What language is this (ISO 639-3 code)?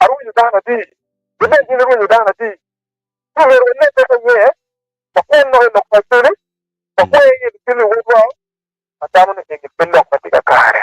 ach